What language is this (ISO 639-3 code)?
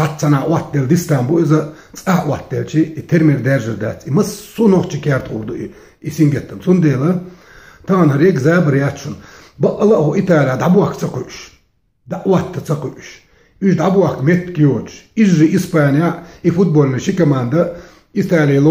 che